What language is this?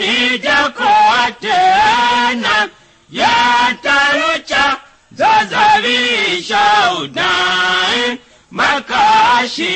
Tiv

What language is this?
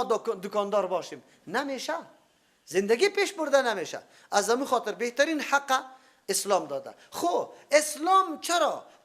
Persian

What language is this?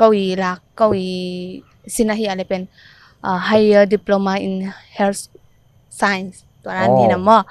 Tedim Chin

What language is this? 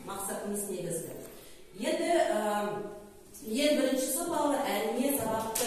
Kazakh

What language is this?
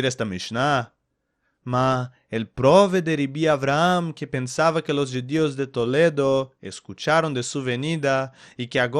Ladino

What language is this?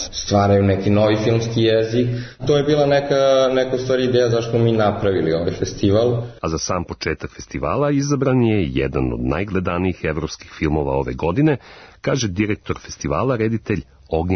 Serbian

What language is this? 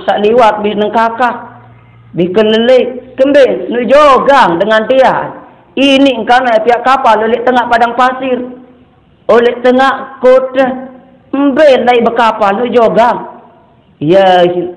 Sasak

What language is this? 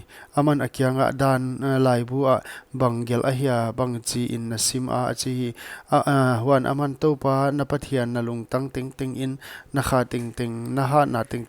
Paite Chin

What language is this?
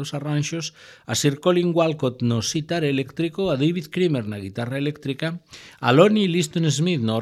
Galician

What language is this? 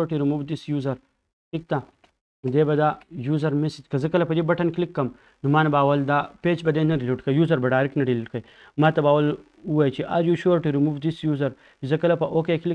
Pashto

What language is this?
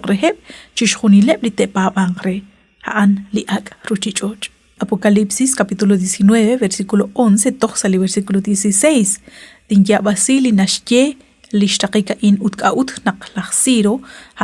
Kekchí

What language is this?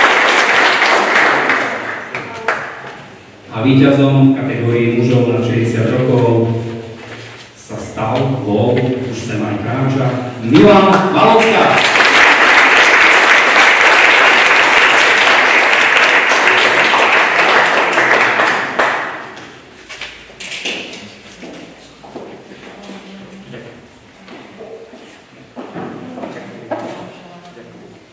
Slovak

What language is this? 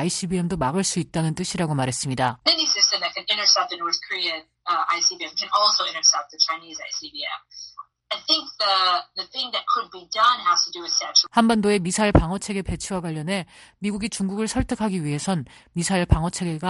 Korean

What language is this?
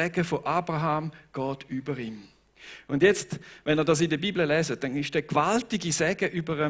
Swiss German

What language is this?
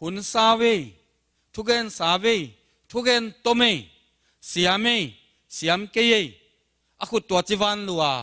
Tedim Chin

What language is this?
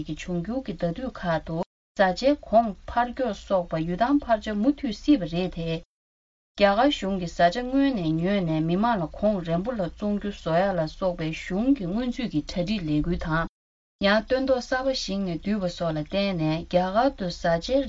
Tibetan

